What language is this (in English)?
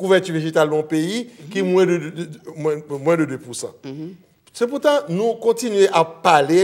Haitian Creole